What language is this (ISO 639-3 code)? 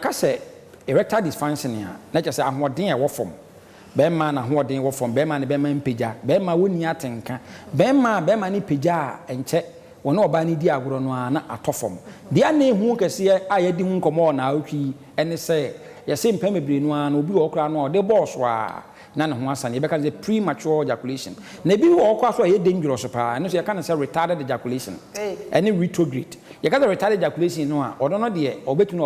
aka